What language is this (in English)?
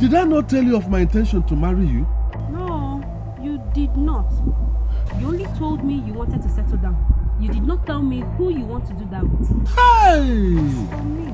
Nigerian Pidgin